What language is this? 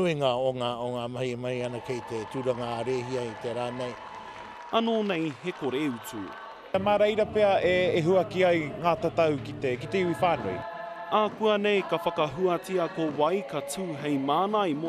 Māori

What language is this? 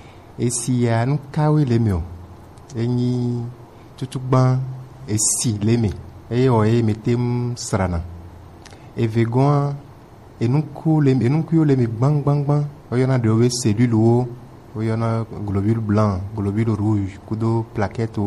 Gen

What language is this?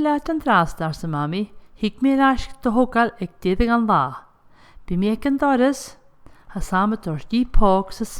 Scottish Gaelic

